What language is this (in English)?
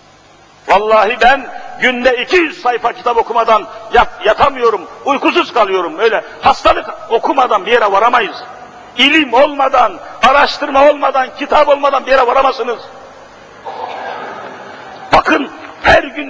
Turkish